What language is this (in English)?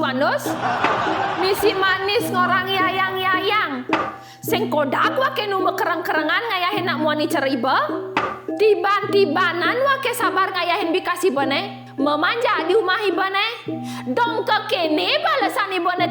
Balinese